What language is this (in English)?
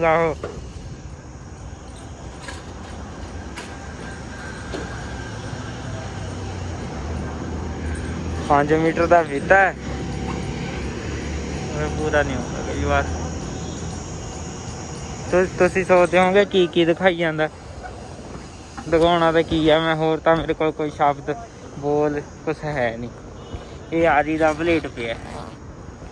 Punjabi